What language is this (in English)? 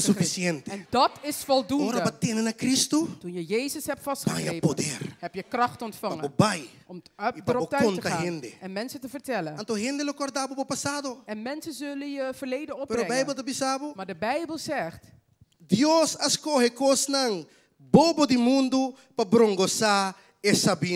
Papiamento